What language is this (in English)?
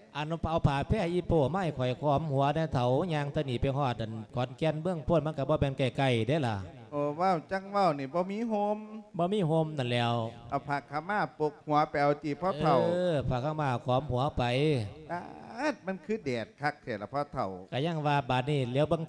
Lao